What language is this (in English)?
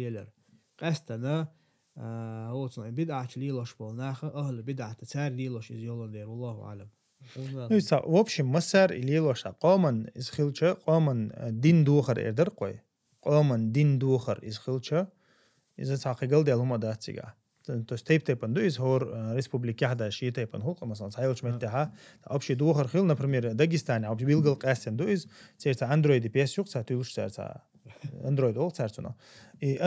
Chechen